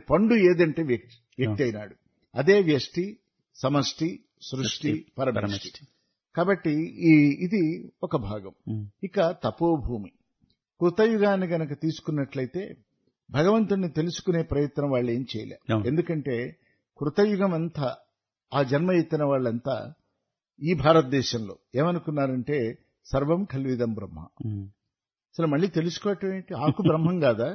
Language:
Telugu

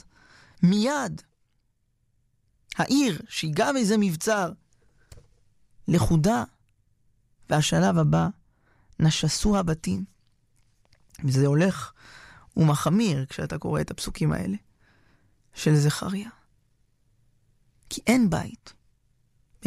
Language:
Hebrew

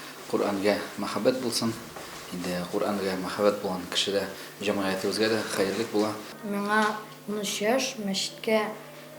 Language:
Tatar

